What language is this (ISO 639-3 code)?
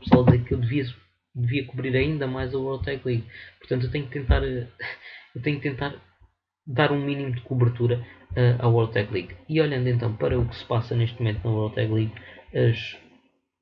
por